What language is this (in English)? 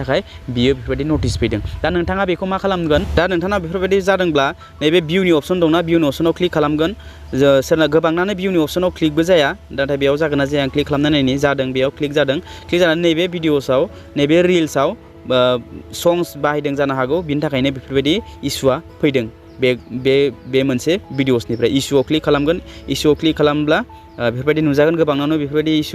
Bodo